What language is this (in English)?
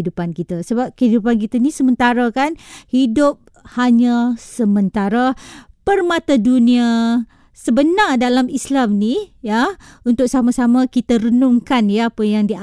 Malay